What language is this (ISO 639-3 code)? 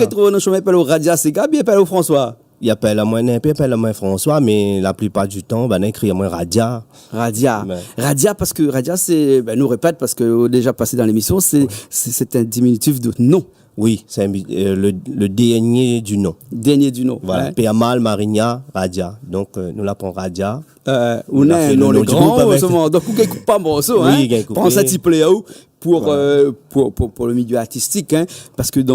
rcf